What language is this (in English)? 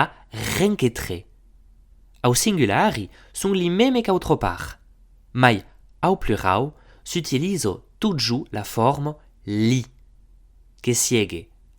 Occitan